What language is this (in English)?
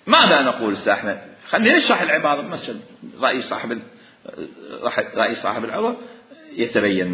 Mesopotamian Arabic